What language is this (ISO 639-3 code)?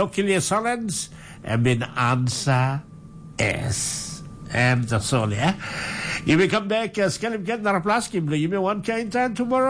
tpi